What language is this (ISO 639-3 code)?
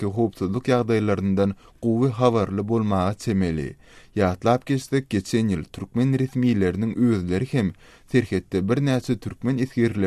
tuk